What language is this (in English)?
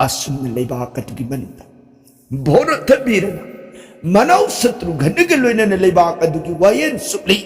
Manipuri